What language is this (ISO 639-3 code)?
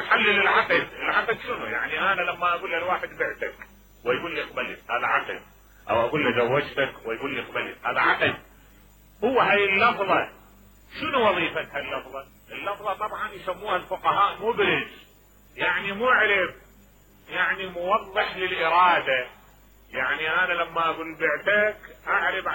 acm